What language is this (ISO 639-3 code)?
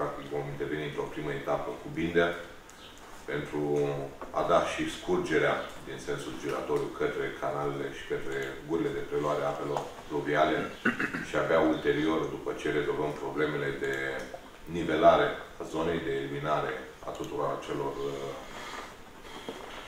ron